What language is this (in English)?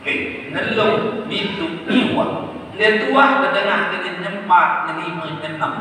Sasak